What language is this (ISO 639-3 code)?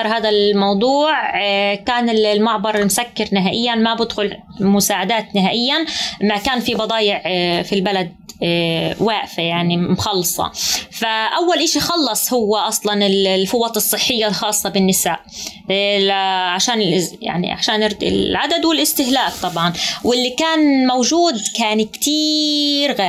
apc